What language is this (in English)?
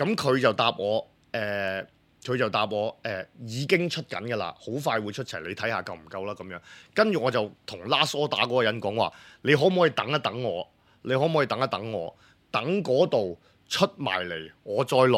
Cantonese